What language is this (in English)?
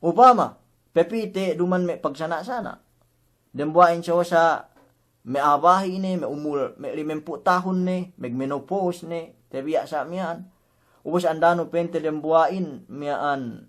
Yakan